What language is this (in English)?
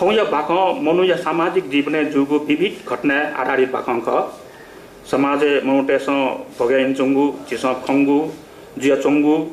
Newari